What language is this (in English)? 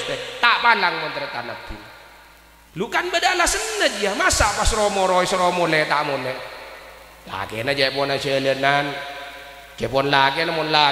Madurese